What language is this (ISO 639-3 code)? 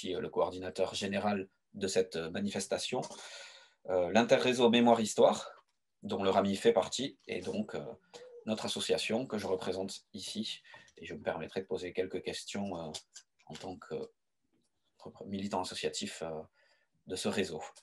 fra